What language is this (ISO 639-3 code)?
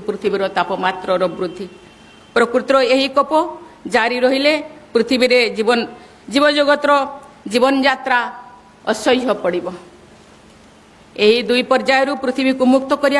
ori